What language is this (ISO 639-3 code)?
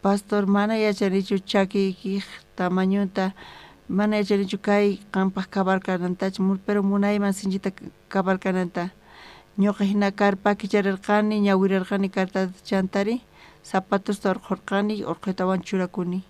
quh